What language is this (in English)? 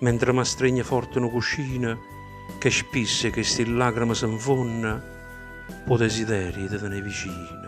Neapolitan